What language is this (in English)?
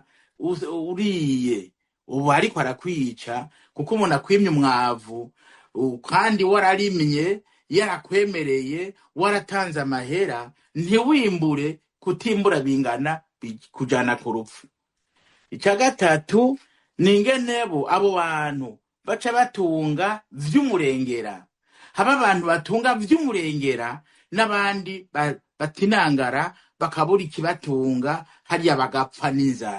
Rundi